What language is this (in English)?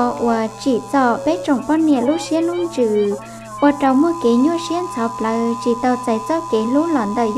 Hmong